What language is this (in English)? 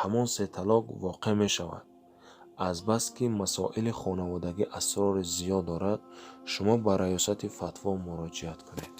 Tajik